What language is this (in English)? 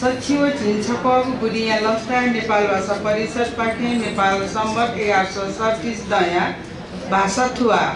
Newari